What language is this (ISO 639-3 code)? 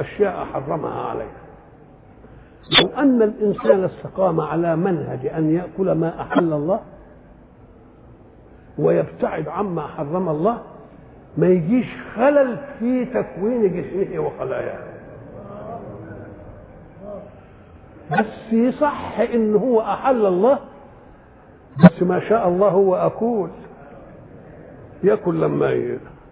arz